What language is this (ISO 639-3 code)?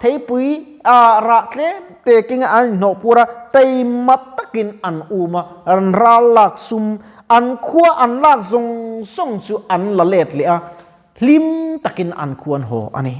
lus